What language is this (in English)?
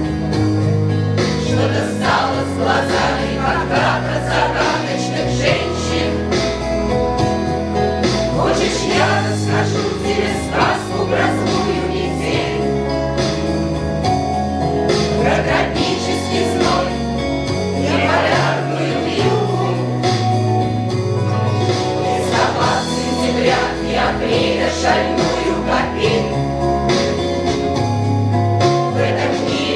Russian